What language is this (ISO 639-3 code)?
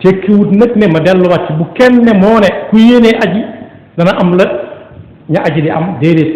wol